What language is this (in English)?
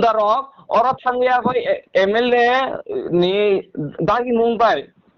Kok Borok